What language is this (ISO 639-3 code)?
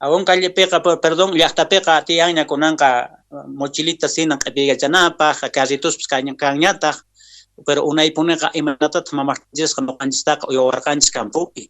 que